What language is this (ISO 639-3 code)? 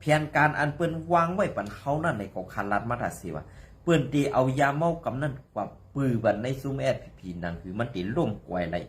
shn